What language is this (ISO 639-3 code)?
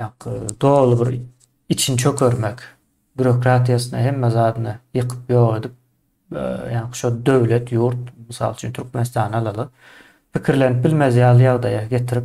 tuk